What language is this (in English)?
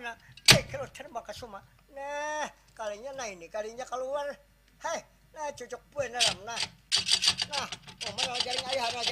Banjar